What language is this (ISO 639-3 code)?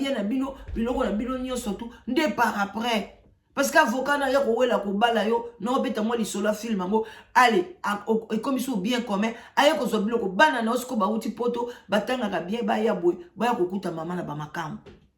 lin